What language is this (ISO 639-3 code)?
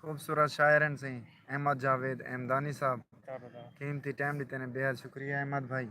skr